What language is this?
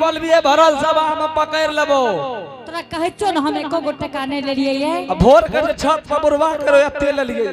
Angika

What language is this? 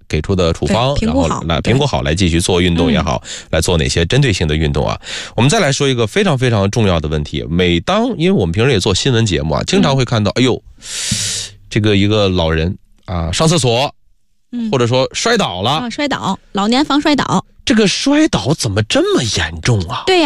Chinese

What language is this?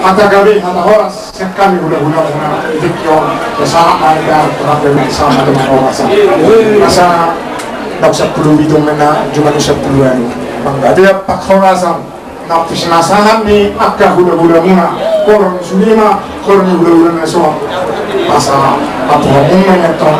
Batak Toba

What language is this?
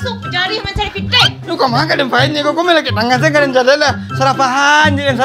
Minangkabau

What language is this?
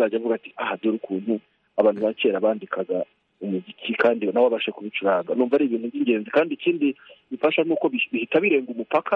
Kinyarwanda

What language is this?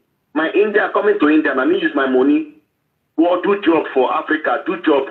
Nigerian Pidgin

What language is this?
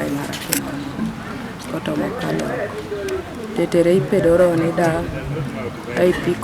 Teso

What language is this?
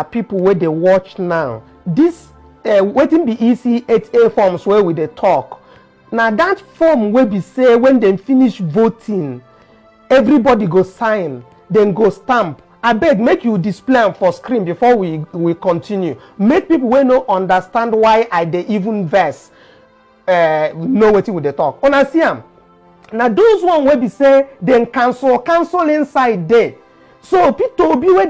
Nigerian Pidgin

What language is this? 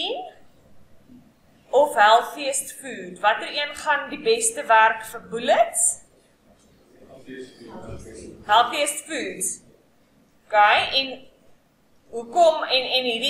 Afrikaans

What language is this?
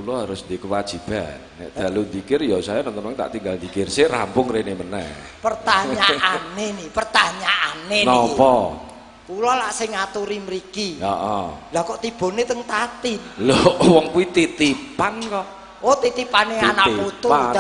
Javanese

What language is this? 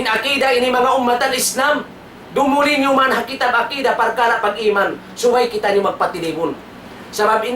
Tausug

